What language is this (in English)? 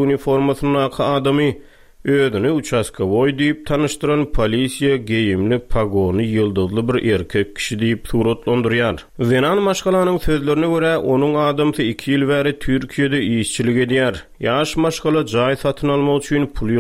Turkmen